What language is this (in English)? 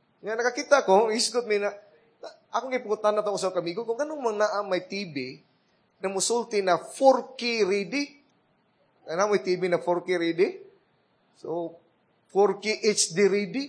Cebuano